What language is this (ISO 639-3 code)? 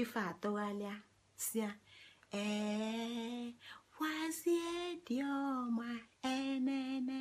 ibo